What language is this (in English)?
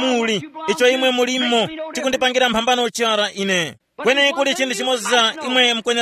Tumbuka